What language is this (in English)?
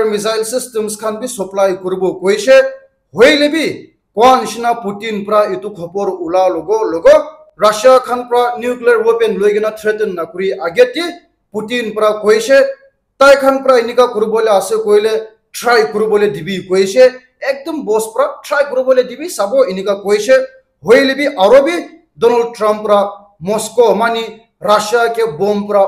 Naga Pidgin